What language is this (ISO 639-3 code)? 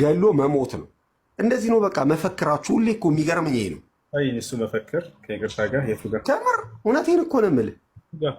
amh